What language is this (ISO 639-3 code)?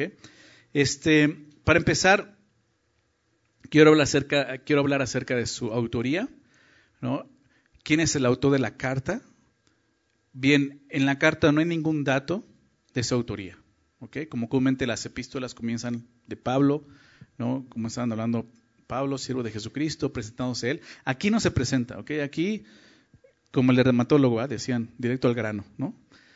spa